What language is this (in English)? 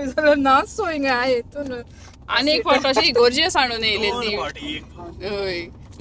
Konkani